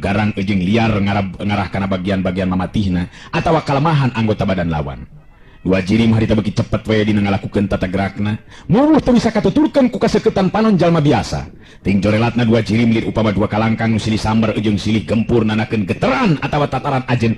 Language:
Sundanese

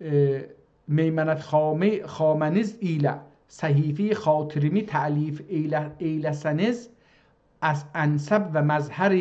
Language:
South Azerbaijani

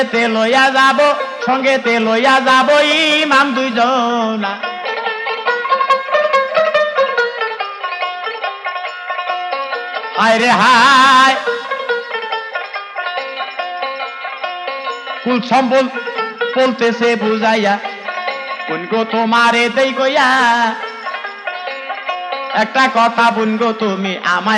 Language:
Bangla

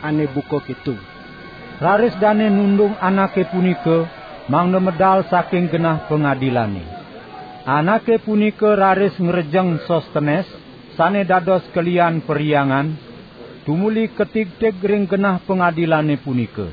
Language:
Balinese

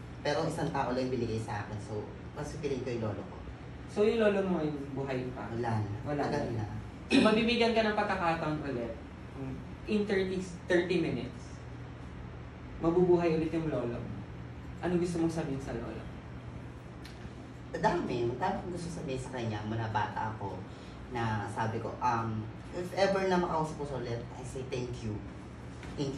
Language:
Filipino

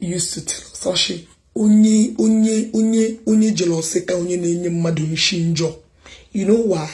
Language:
Igbo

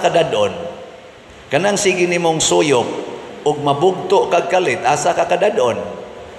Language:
Cebuano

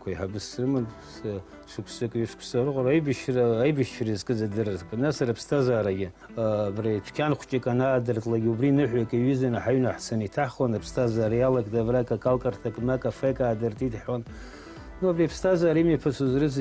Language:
Abkhazian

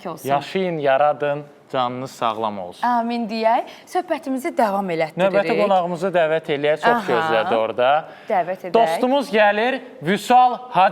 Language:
Azerbaijani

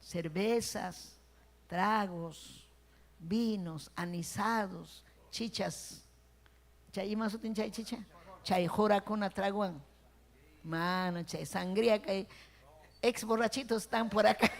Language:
Ayacucho Quechua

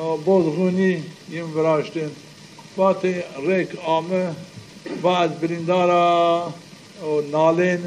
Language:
Zaza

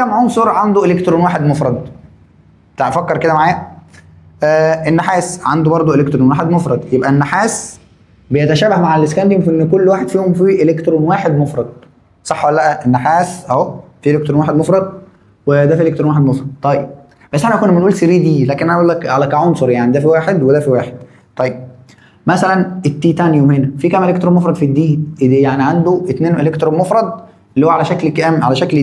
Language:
Egyptian Arabic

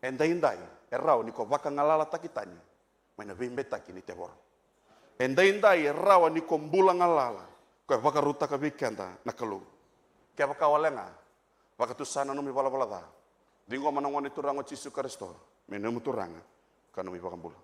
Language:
Fijian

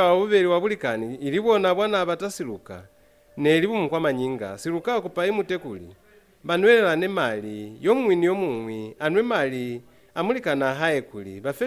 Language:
Lozi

